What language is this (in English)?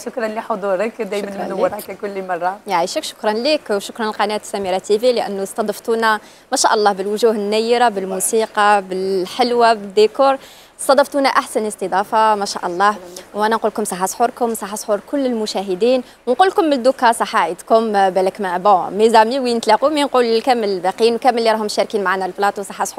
Algerian Arabic